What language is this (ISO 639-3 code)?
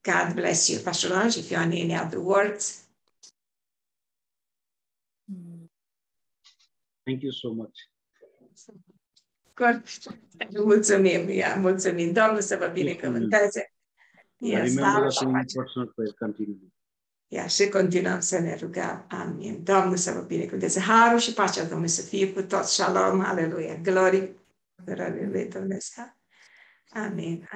ron